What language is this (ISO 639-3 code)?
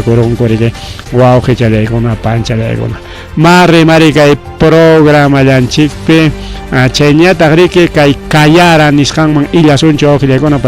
quy